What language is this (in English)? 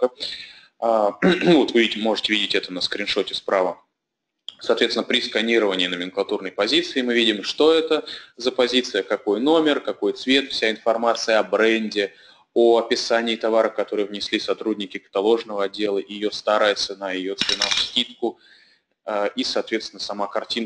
Russian